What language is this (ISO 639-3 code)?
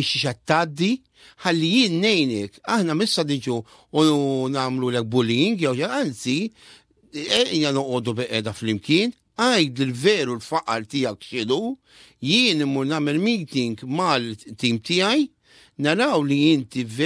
mlt